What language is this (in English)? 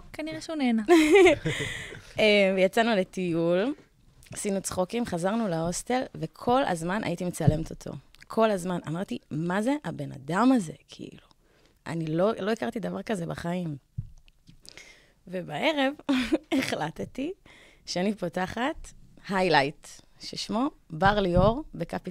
Hebrew